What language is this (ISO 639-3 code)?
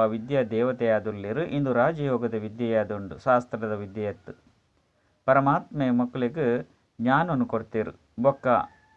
tcy